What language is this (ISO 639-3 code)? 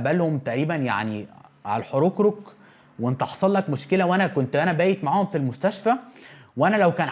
arz